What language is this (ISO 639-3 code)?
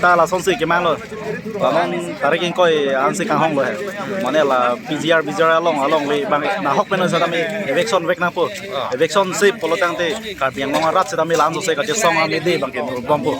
mjw